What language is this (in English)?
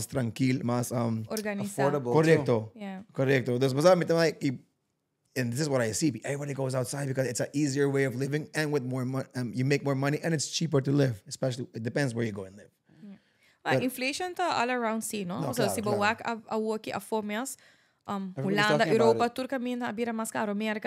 Papiamento